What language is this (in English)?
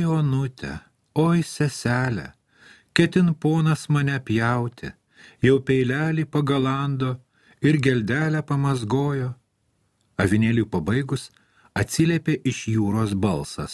Lithuanian